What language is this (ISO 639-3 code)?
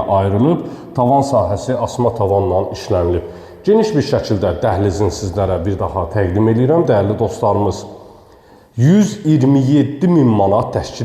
aze